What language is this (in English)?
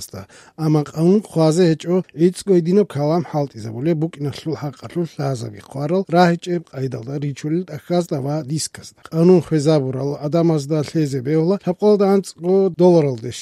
Avaric